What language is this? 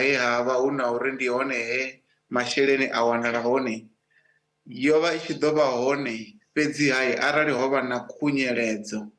Venda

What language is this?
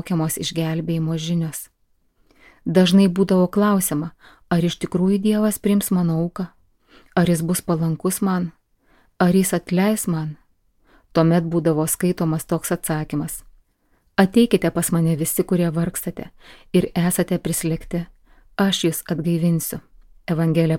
Lithuanian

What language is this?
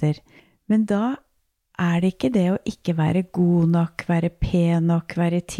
Norwegian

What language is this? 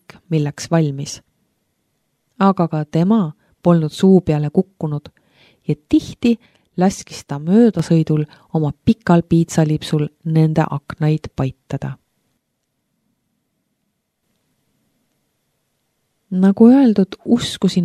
Estonian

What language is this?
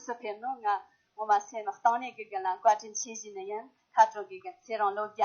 Tibetan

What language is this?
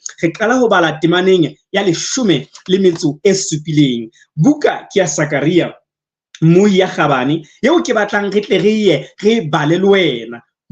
Southern Sotho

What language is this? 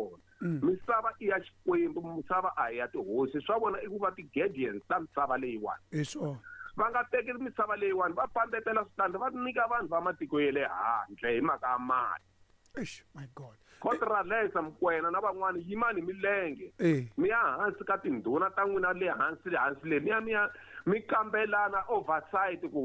Tsonga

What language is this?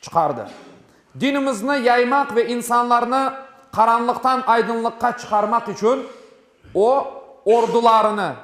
Crimean Tatar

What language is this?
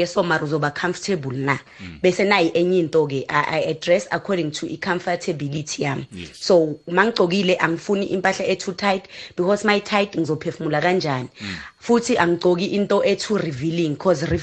South Ndebele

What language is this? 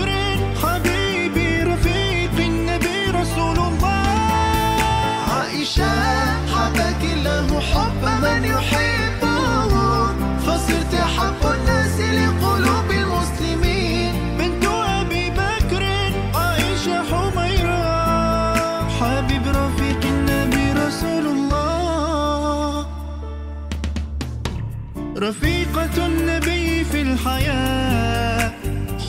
Arabic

